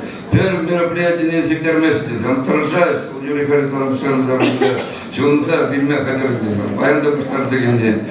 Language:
Chuvash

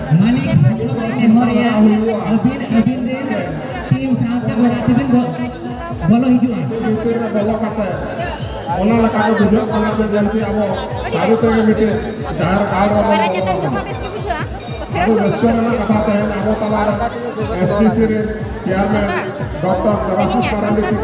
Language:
Santali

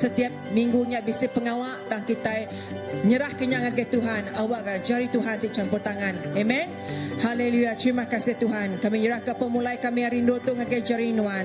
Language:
Iban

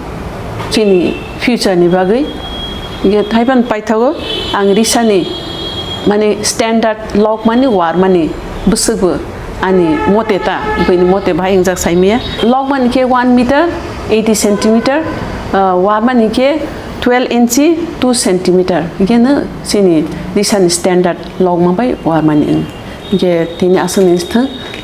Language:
Kok Borok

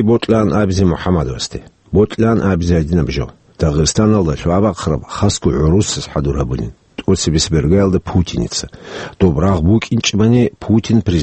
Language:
Avaric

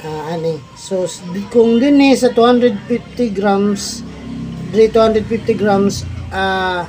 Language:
Cebuano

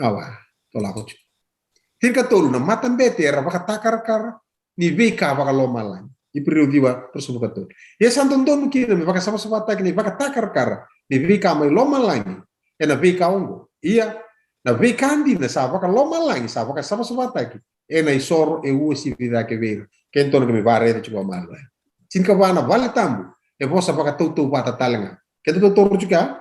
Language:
Fijian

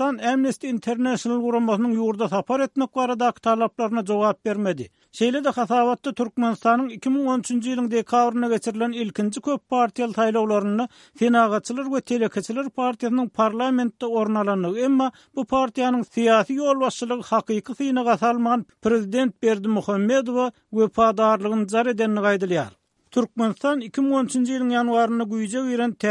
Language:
Turkmen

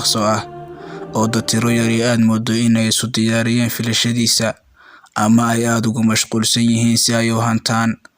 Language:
Somali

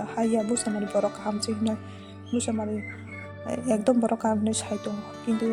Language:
Kok Borok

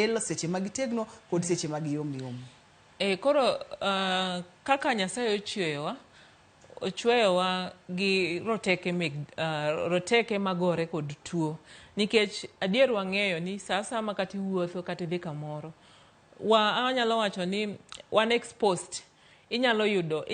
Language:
Luo (Kenya and Tanzania)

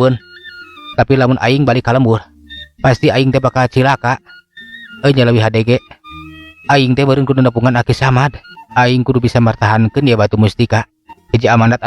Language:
Sundanese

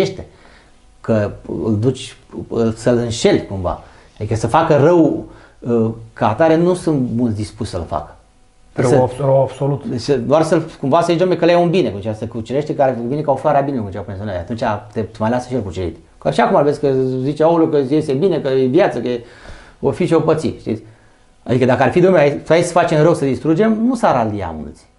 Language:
Romanian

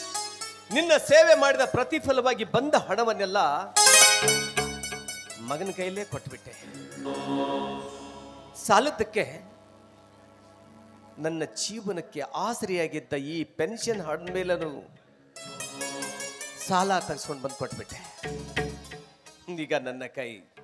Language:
Kannada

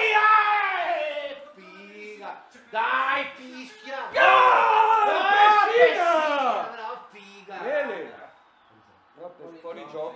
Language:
Italian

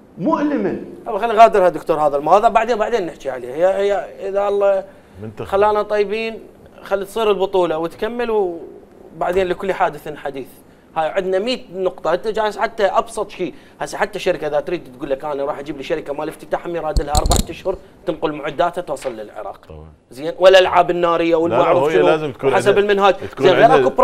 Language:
Mesopotamian Arabic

